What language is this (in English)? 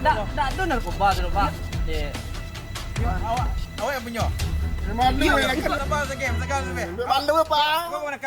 Minangkabau